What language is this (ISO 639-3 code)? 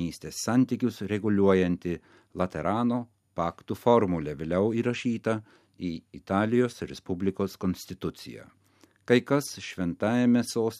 lit